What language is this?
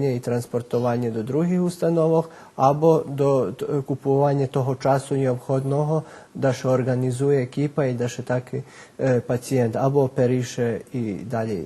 Rusyn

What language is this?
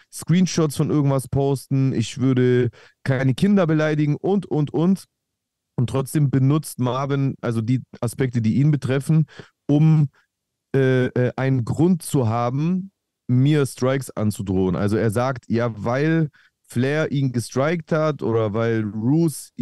German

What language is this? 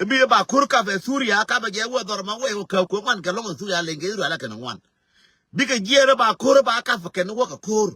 Nuer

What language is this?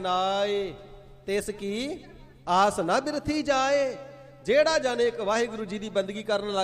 Punjabi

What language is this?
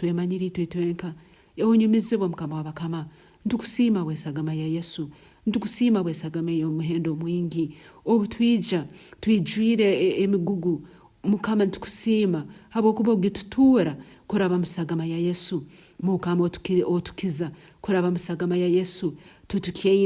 Nyankole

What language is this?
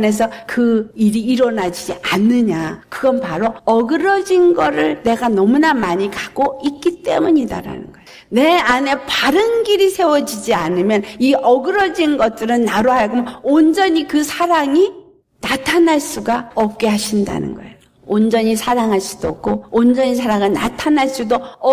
Korean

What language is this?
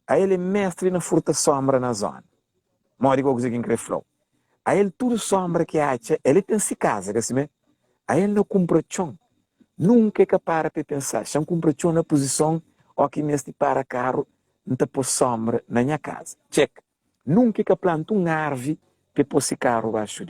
Kabuverdianu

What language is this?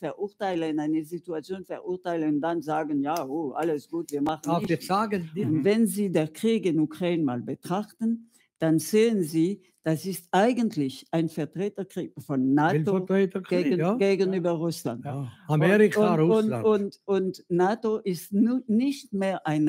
Swiss German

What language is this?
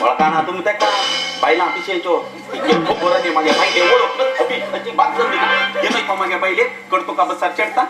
Konkani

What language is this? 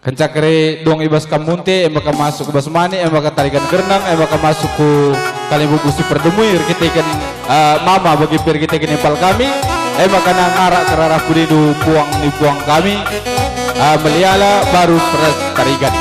Batak Karo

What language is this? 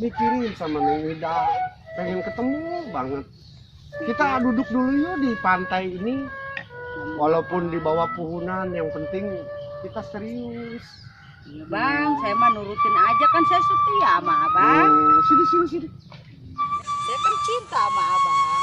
Betawi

